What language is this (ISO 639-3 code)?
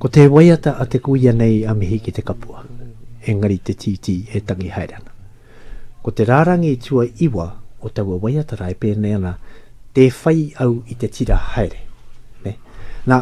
mri